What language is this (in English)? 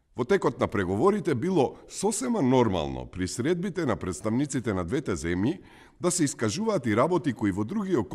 Macedonian